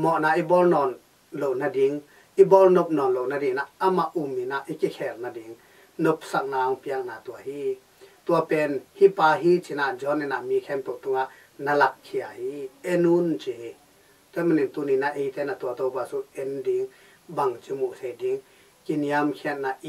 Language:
Tedim Chin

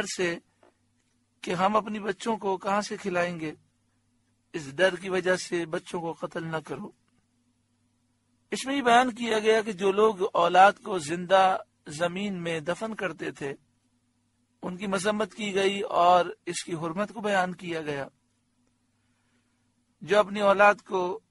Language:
Urdu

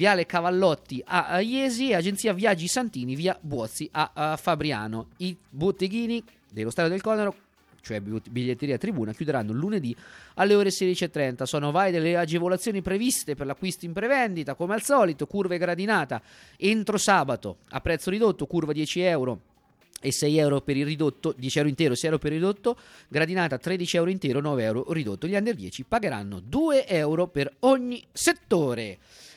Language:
Italian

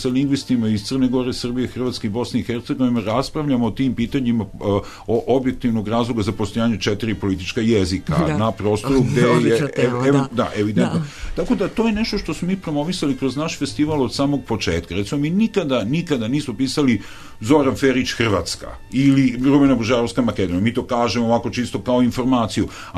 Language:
Serbian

